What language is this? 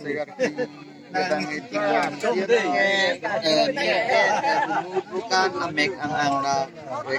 Karbi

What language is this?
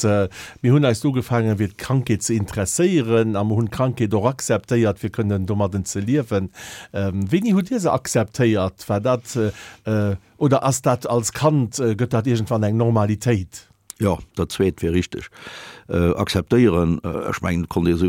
Luxembourgish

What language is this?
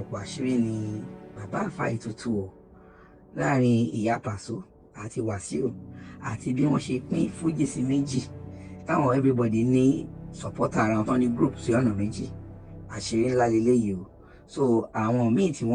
Yoruba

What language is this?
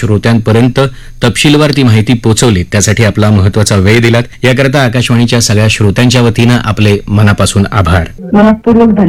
Marathi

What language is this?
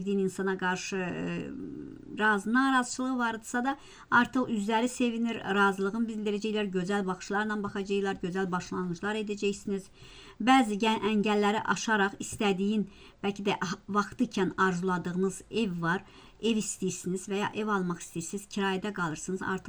Azerbaijani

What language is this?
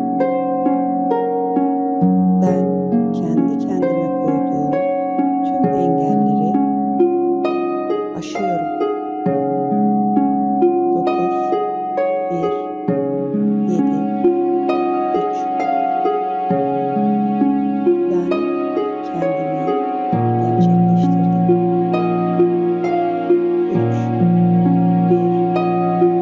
Turkish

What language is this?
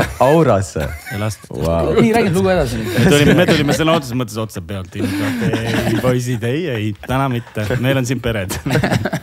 Estonian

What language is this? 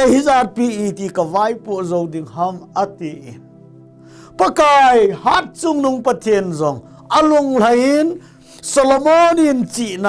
Thado Chin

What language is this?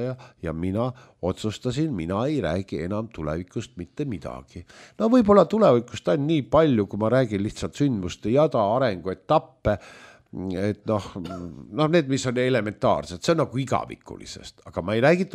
Estonian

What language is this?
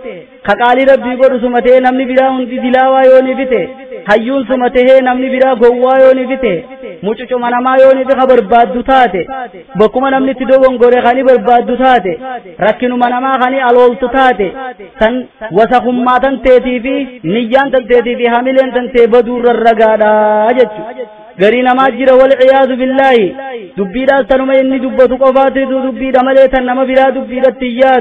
Oromo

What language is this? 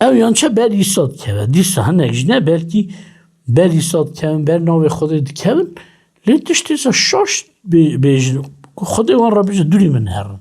Kurdish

